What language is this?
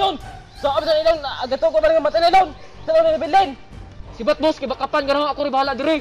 Cebuano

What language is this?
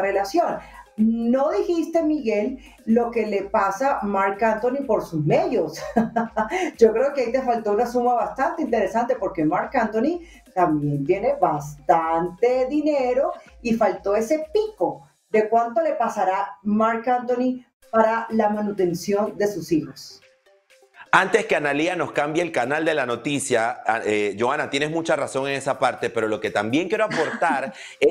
Spanish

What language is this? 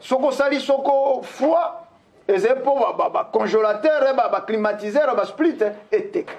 Lingala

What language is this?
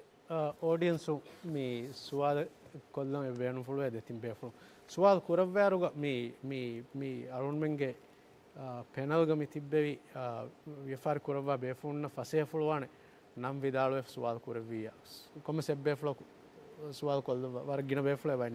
Divehi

